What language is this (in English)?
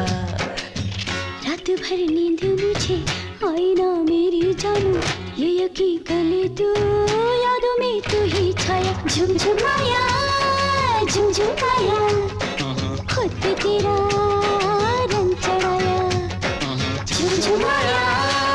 Hindi